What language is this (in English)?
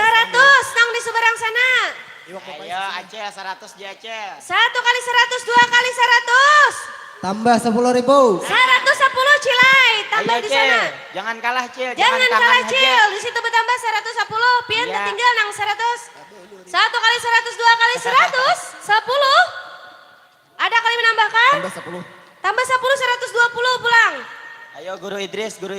Banjar